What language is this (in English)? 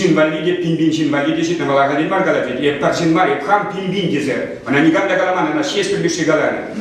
Chuvash